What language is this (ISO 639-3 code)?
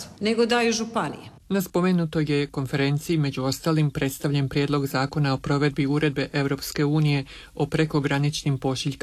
hrv